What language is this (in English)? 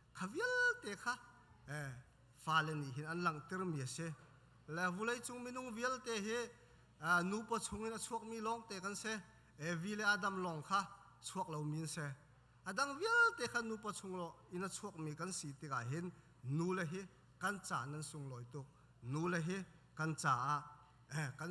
Hakha Chin